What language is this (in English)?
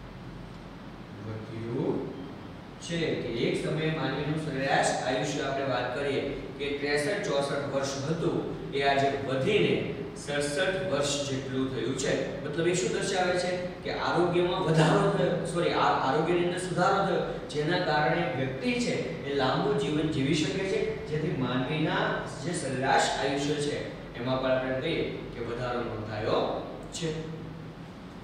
Gujarati